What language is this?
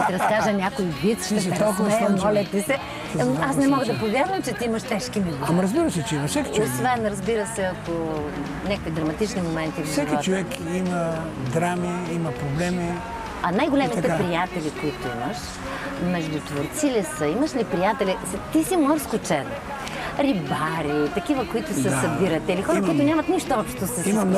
Bulgarian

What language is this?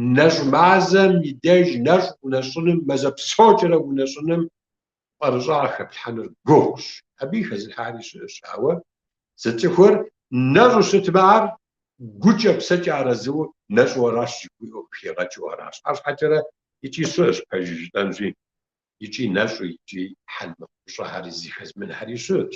Kabardian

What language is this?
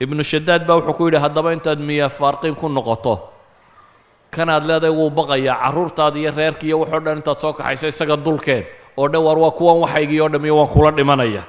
Somali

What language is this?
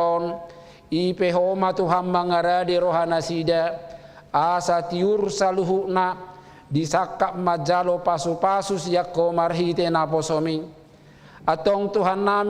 Batak Toba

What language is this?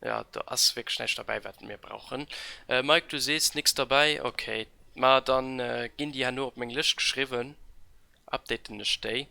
Luxembourgish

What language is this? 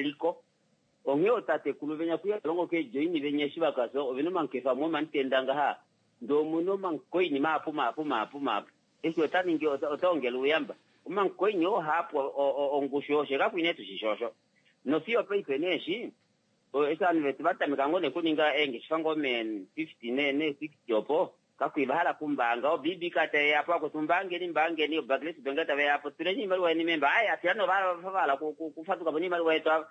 Kuanyama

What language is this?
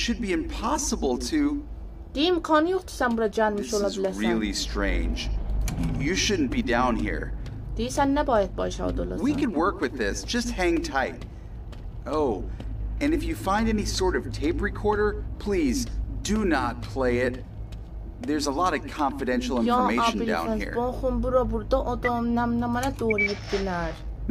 South Azerbaijani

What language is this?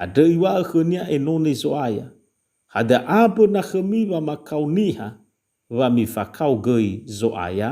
Nias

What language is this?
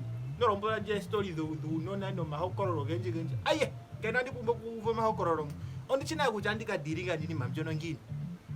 Ndonga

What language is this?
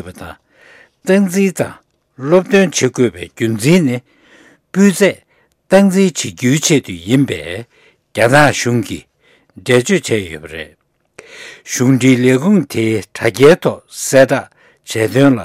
Tibetan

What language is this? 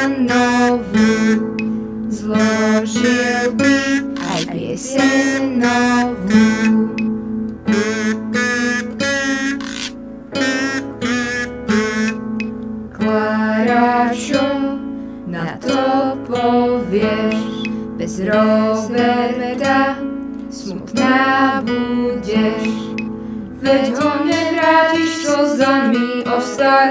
Slovak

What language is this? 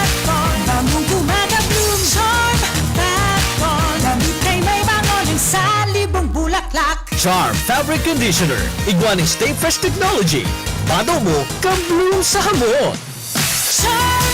Bikol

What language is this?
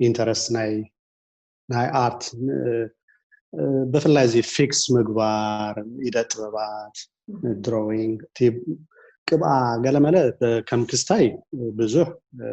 Tigrinya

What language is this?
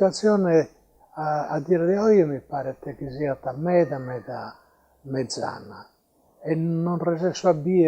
Sardinian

